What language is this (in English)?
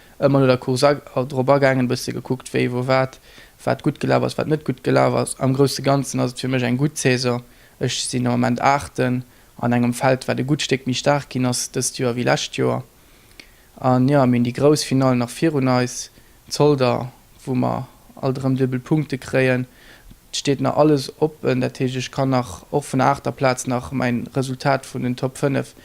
Luxembourgish